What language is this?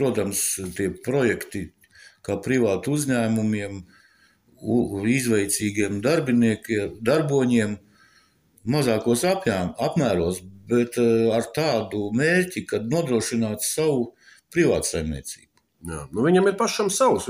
Latvian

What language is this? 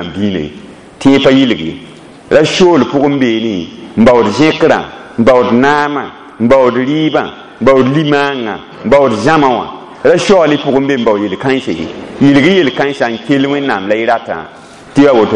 Mossi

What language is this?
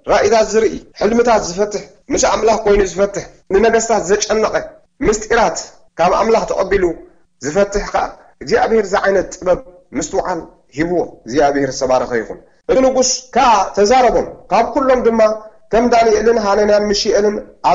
Tigrinya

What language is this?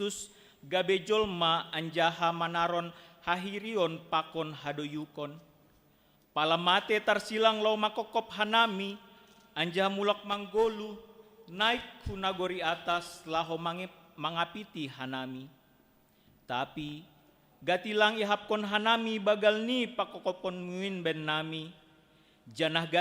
Batak Simalungun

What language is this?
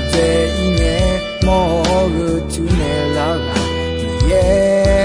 Akha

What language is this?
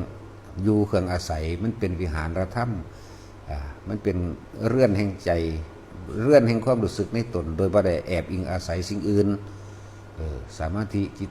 Northeastern Thai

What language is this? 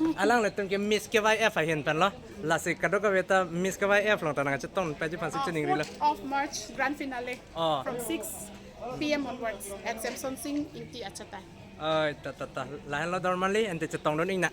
Karbi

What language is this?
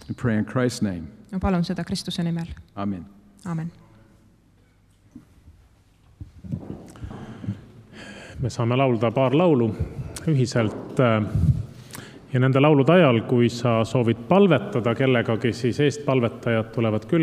Estonian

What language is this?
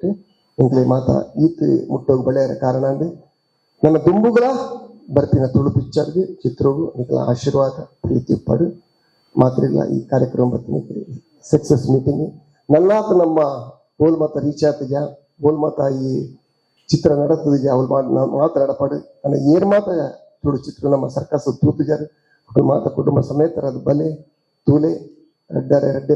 Tulu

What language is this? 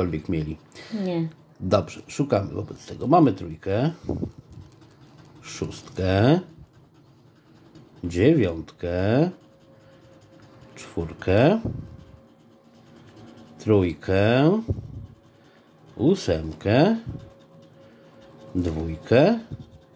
Polish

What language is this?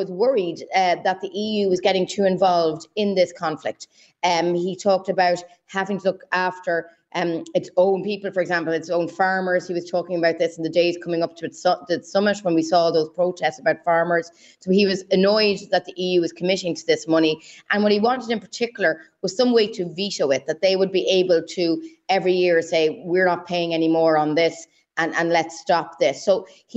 English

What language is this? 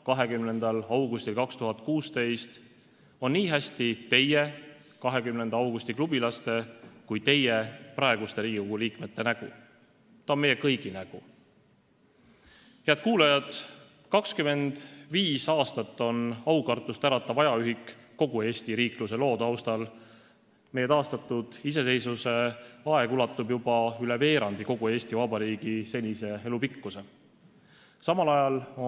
Estonian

